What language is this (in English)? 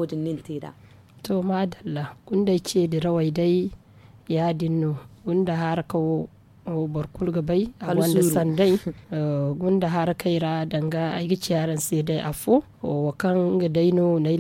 Zarma